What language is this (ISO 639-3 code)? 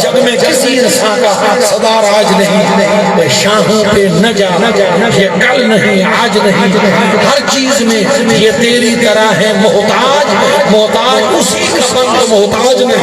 skr